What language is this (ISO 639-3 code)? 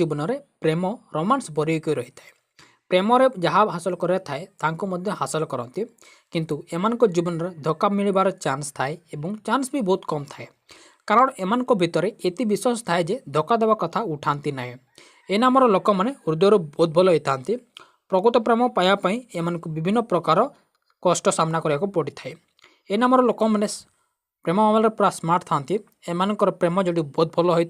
ori